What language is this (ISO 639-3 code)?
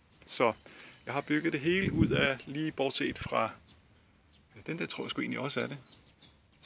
dan